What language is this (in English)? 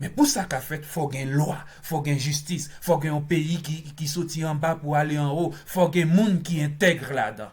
Haitian Creole